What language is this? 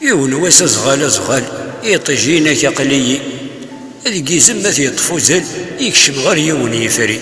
Kabyle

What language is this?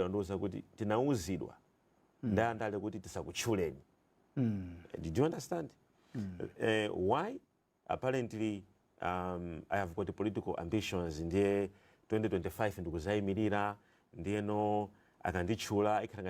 Nyanja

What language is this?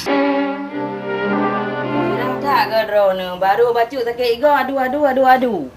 Achinese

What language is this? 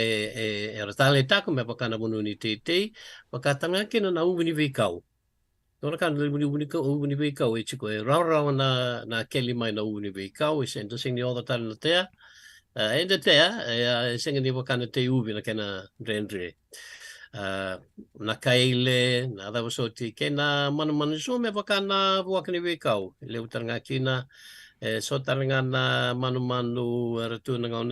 Fijian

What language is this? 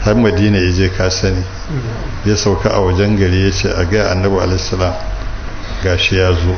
Hausa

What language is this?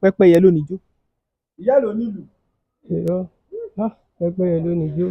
Yoruba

